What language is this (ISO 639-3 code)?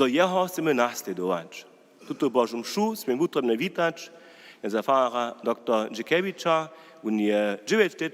hsb